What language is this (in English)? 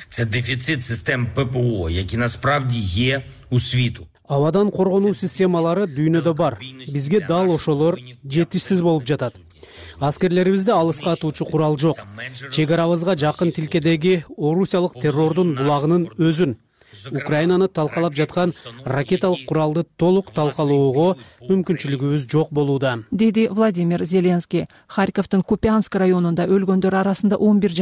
Kyrgyz